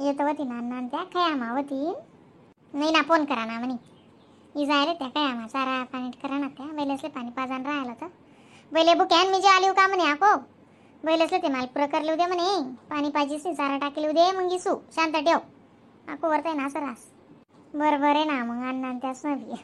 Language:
Khandesi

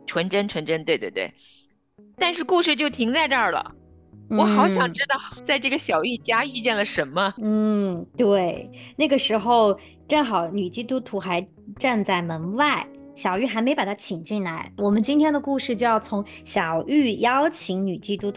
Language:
Chinese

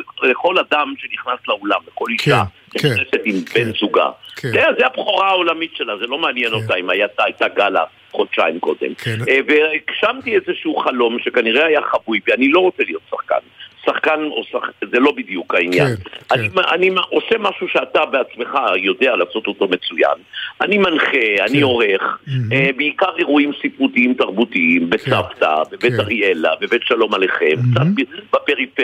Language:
Hebrew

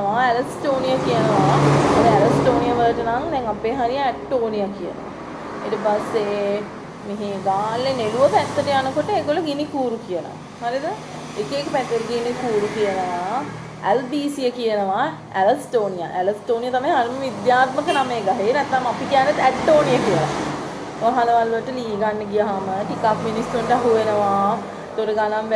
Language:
Sinhala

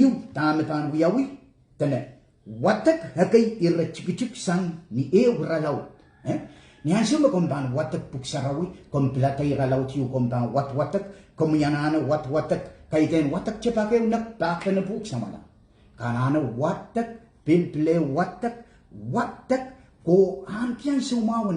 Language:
Pohnpeian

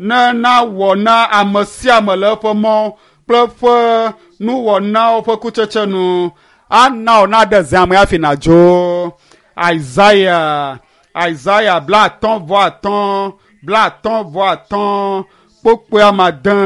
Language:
Ewe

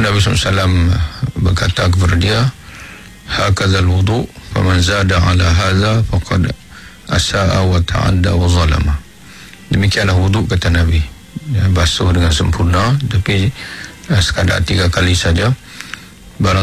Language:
Malay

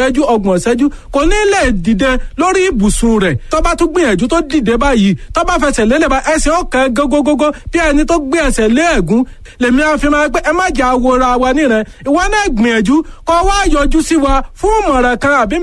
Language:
Yoruba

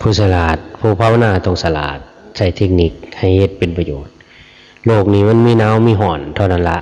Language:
Lao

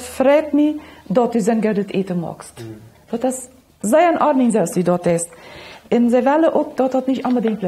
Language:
Plautdietsch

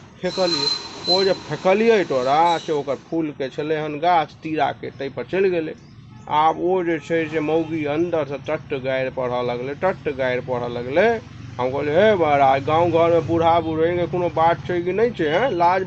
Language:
Maithili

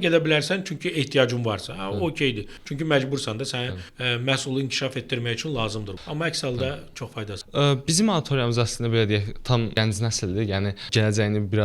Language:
Azerbaijani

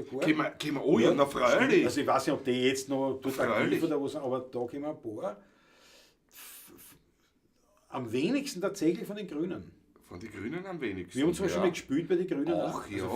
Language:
Bavarian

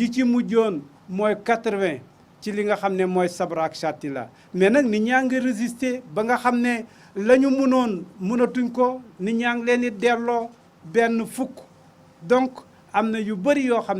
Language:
Wolof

